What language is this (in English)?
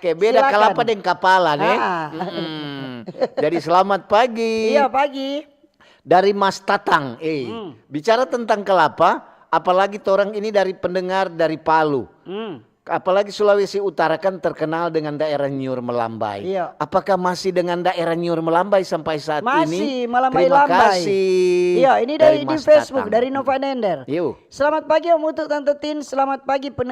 Manado Malay